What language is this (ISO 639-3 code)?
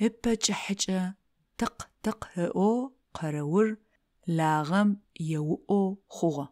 ady